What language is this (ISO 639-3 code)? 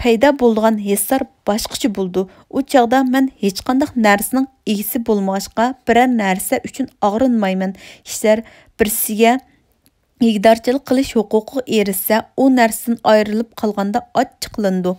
uig